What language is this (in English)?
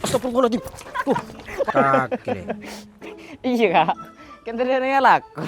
Madurese